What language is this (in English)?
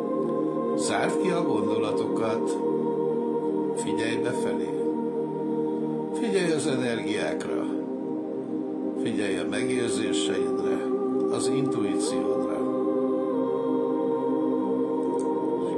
Hungarian